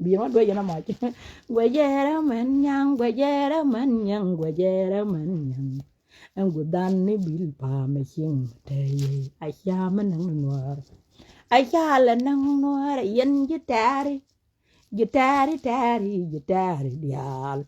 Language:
Nuer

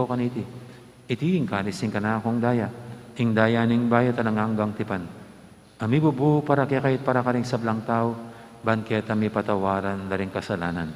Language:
Pampanga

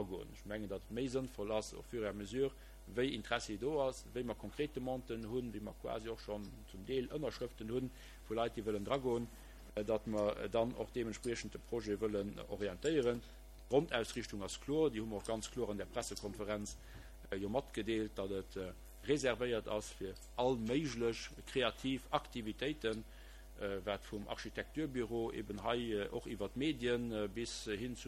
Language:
Luxembourgish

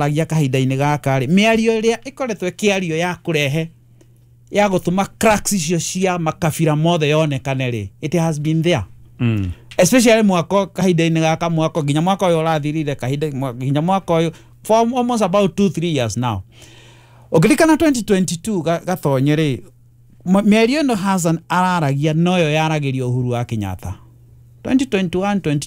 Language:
Kikuyu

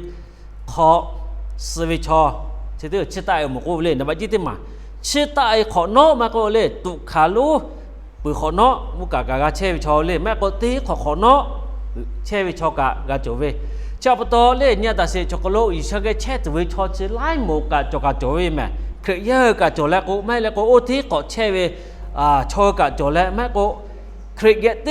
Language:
Lahu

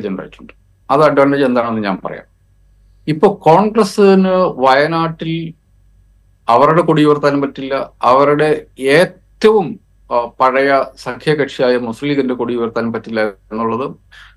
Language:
Malayalam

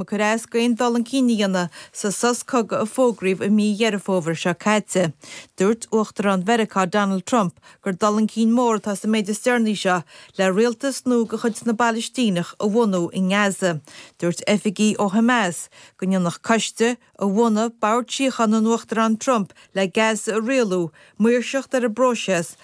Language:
Irish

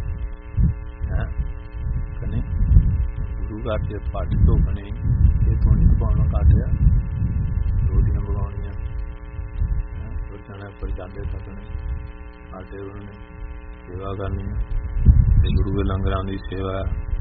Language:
Punjabi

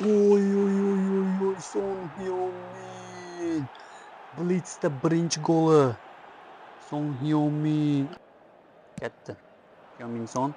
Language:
Uzbek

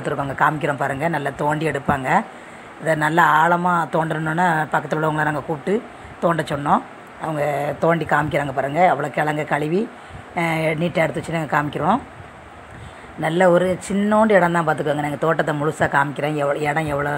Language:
Tamil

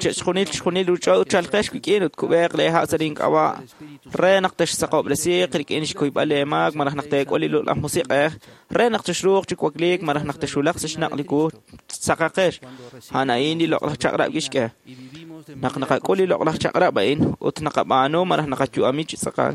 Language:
Kekchí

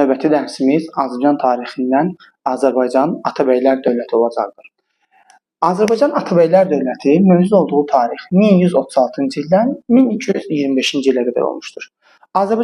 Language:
Azerbaijani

